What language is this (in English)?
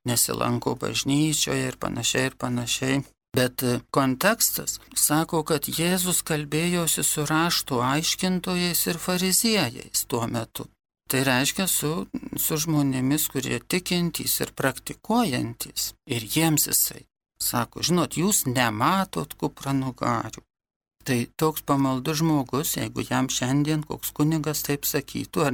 Lithuanian